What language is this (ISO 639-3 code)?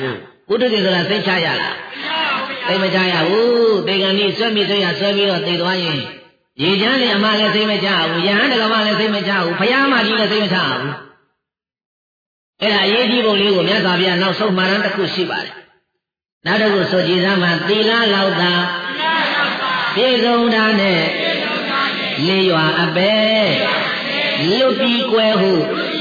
mya